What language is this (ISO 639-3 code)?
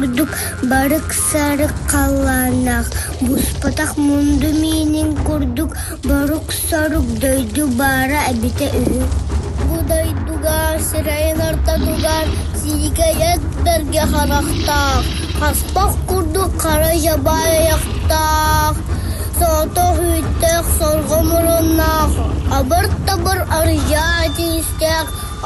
sah